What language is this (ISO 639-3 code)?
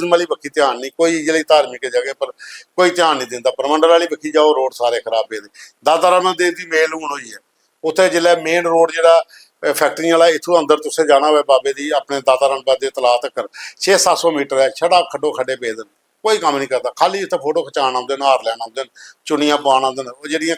doi